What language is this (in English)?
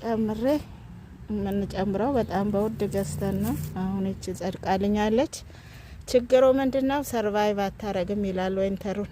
Amharic